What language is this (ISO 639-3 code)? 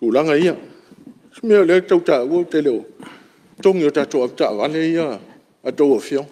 smo